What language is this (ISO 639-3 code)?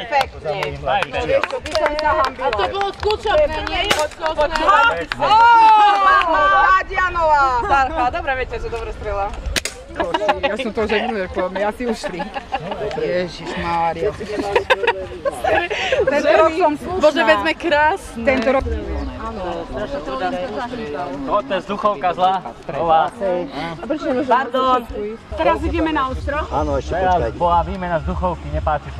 slk